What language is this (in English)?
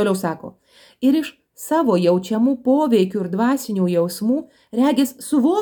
Lithuanian